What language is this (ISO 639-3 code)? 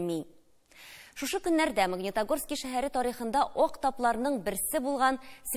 tat